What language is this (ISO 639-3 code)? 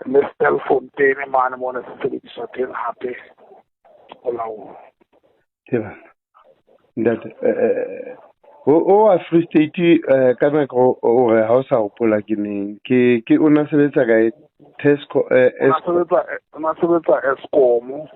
sot